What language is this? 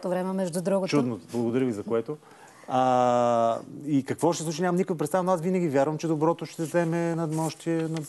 Bulgarian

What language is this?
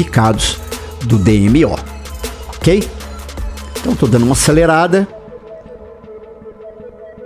Portuguese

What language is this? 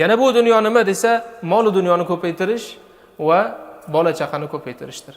Uzbek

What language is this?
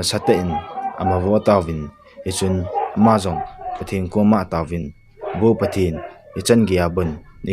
Thado Chin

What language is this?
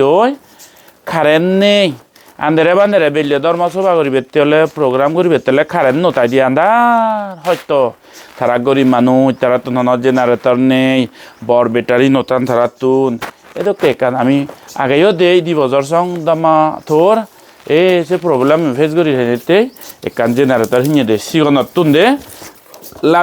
Chakma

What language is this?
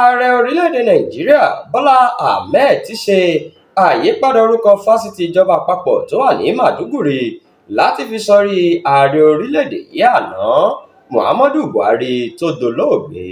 Yoruba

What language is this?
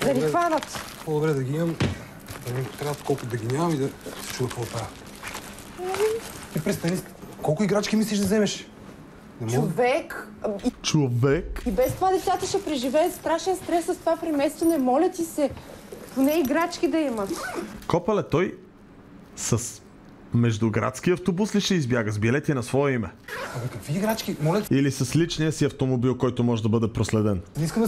Bulgarian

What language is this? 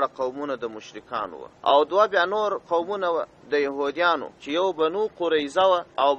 Pashto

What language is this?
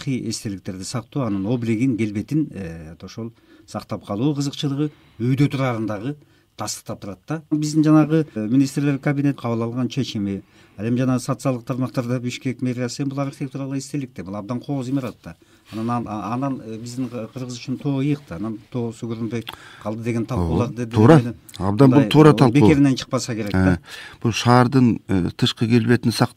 Kyrgyz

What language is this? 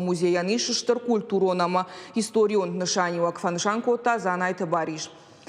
Ossetic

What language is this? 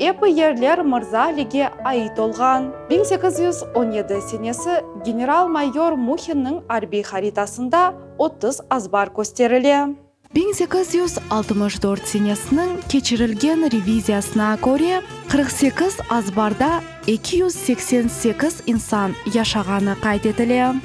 Crimean Tatar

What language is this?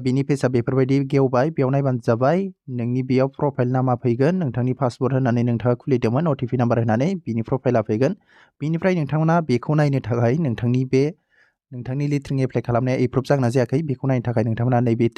Bodo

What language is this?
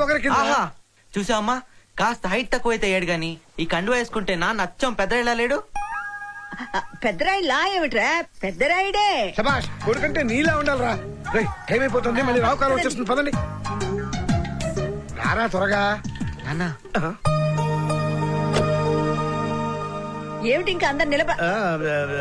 Telugu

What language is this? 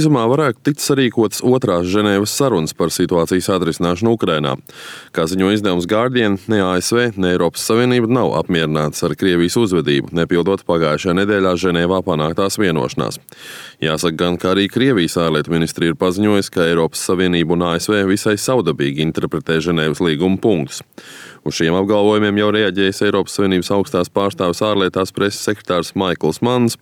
Latvian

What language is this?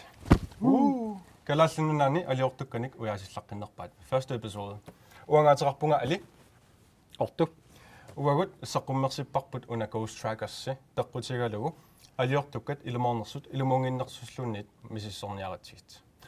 Kalaallisut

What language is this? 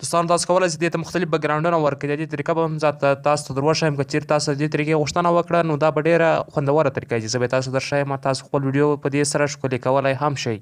Pashto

